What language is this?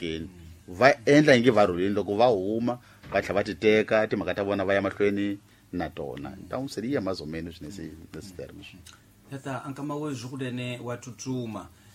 Tsonga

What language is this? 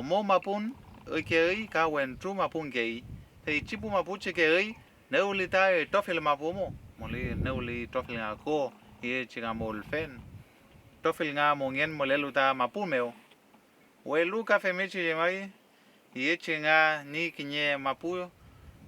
Mapuche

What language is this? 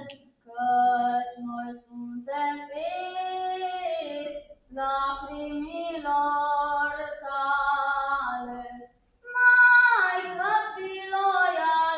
Romanian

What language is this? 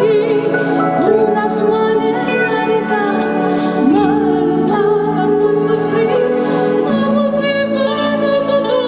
Neapolitan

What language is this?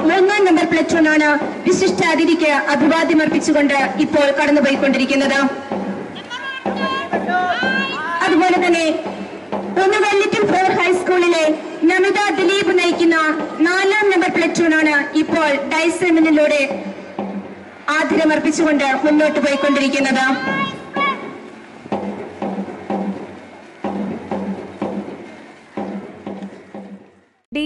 Malayalam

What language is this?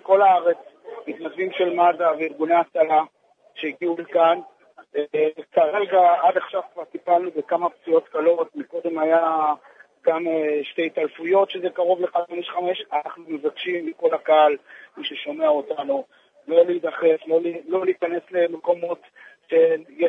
Hebrew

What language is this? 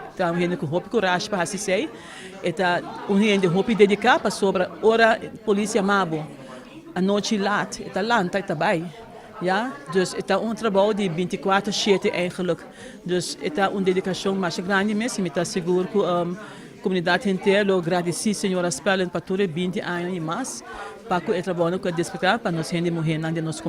Papiamento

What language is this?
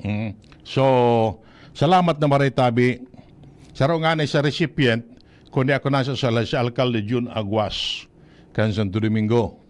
Bikol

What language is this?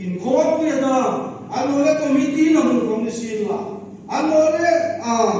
Hmar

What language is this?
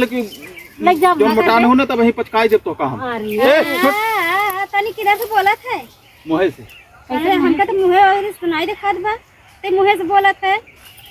Awadhi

